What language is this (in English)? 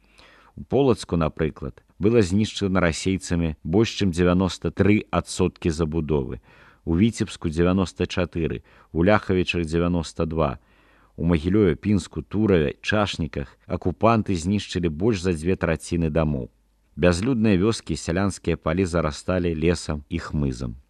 Belarusian